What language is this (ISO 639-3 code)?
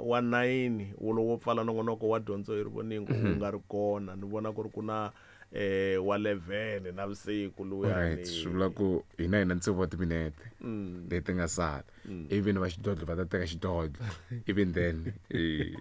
tso